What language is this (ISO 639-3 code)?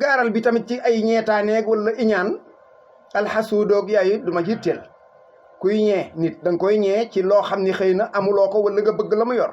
wol